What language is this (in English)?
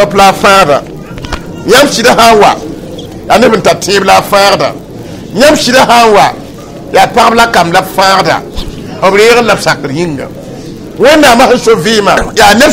Mossi